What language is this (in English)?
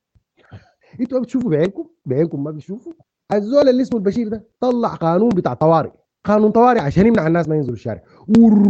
Sudanese Arabic